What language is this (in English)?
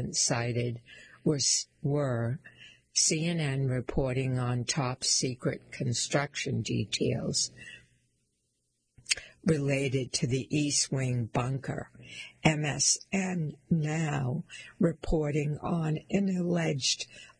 English